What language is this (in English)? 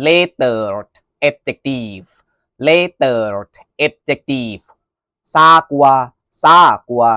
Lao